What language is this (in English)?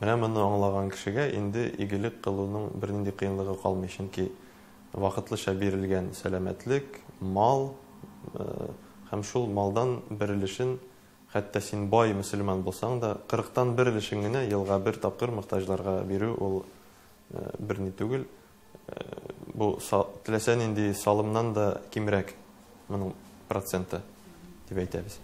Tatar